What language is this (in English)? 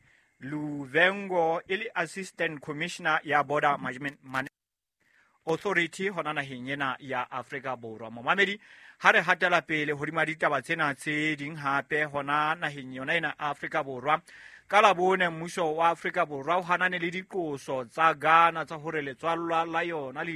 Southern Sotho